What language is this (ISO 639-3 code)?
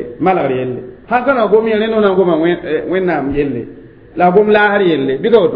mos